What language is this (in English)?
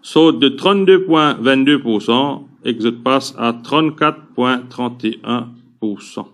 Morisyen